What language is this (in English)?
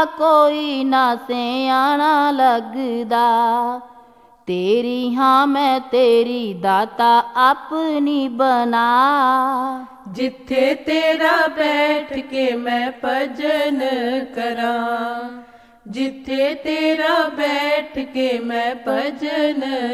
Punjabi